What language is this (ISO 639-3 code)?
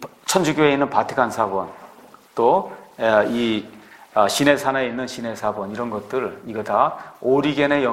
kor